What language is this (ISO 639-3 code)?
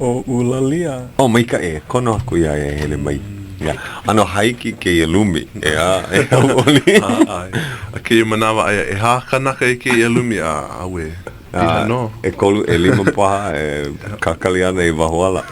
haw